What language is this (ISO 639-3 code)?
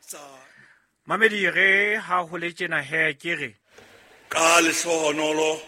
sot